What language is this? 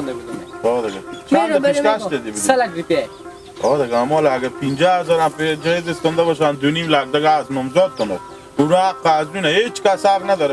Hazaragi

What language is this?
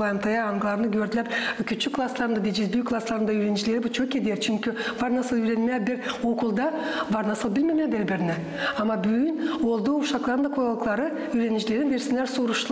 Gagauz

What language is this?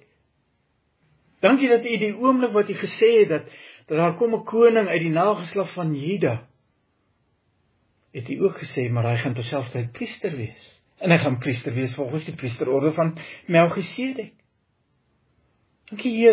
Afrikaans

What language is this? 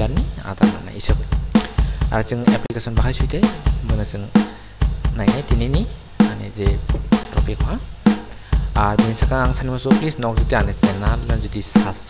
Kok Borok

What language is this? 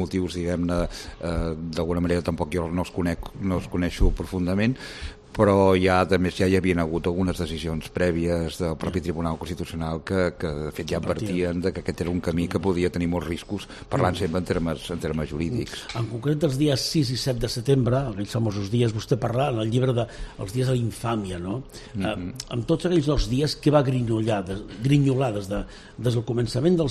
Catalan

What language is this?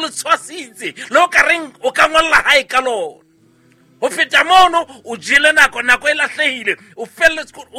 Southern Sotho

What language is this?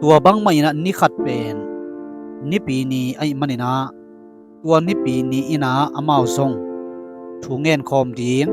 Tedim Chin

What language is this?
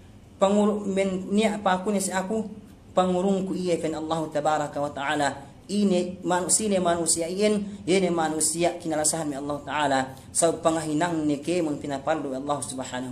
Yakan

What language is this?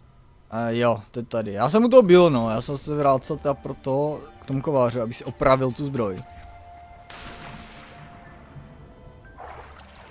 Czech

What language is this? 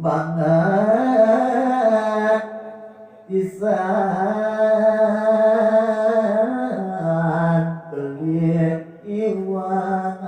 Balinese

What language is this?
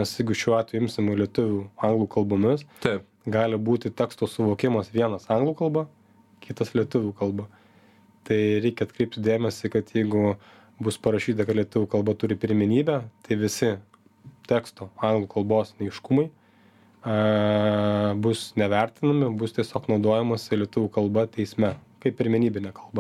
Lithuanian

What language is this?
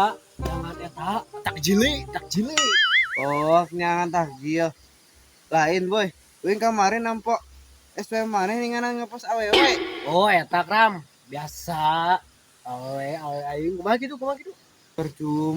Sundanese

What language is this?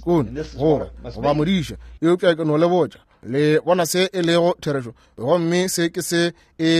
Northern Sotho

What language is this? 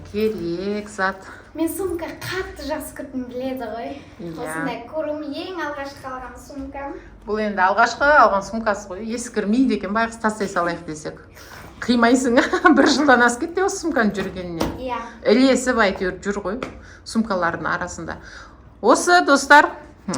Kazakh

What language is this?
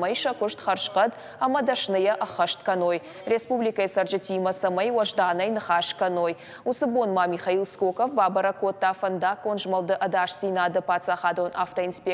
Ossetic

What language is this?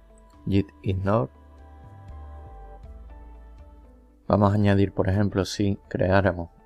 Spanish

